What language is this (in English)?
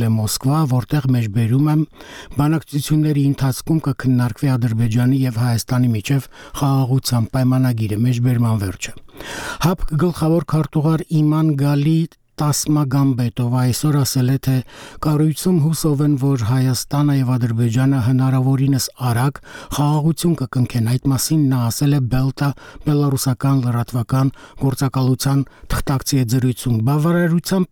Armenian